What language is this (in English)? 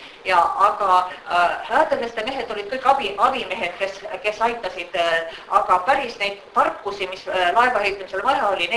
Estonian